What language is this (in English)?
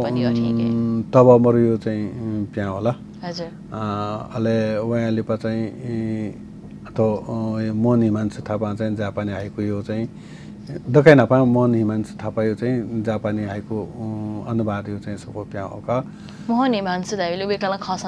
Newari